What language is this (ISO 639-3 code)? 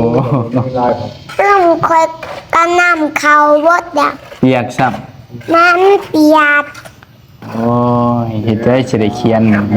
lao